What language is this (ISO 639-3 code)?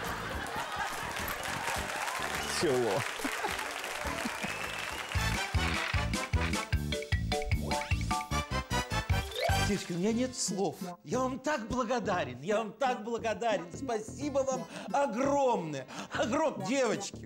rus